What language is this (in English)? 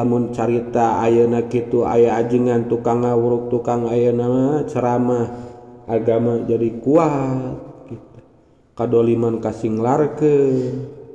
Sundanese